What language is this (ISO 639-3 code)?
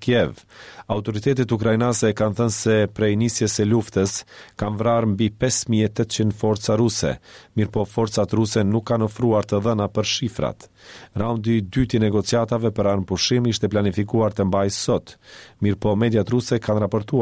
sqi